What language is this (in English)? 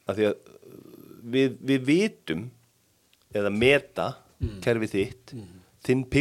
Icelandic